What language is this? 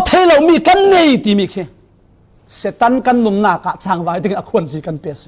Falam Chin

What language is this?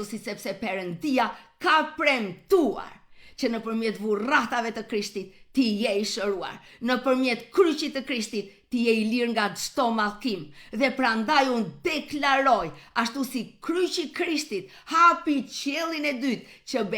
Albanian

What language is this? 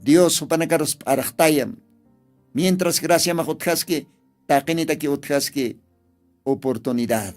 Aymara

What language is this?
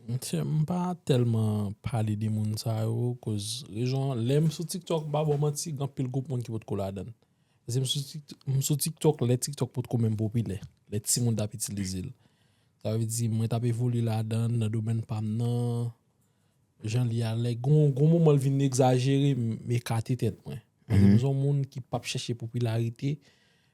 Haitian Creole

